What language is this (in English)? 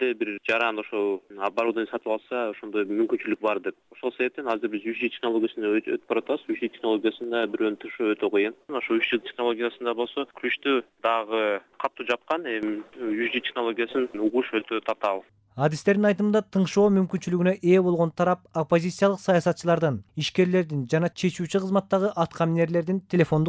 Kyrgyz